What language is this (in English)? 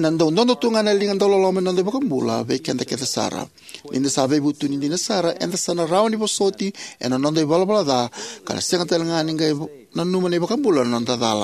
Fijian